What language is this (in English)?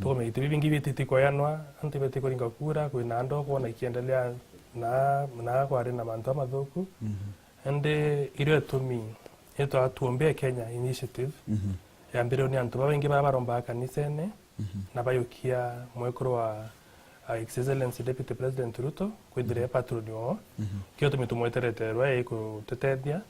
Meru